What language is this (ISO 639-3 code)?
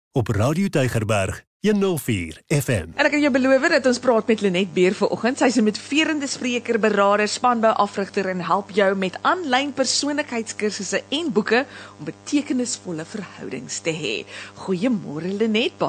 afr